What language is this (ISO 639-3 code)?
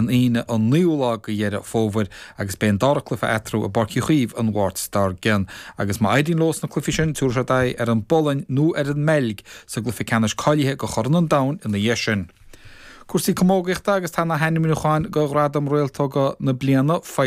gle